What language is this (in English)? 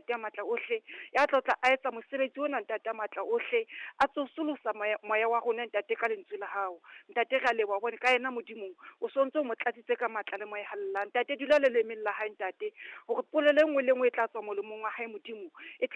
Southern Sotho